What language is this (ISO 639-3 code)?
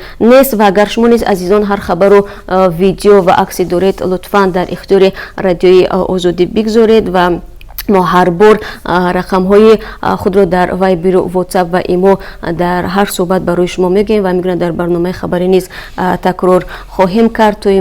tgk